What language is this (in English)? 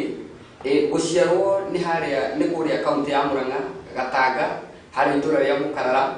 Kikuyu